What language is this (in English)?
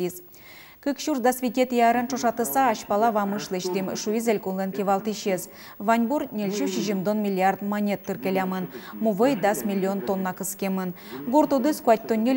Udmurt